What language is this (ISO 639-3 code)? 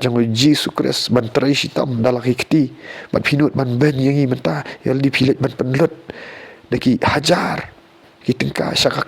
kha